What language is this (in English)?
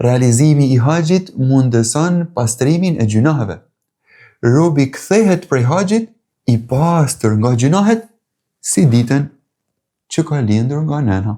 Albanian